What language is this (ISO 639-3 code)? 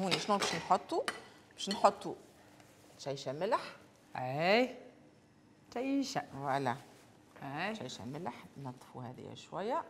aeb